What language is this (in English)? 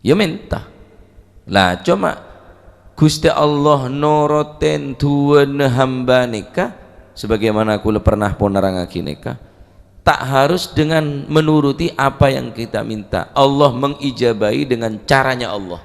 Madurese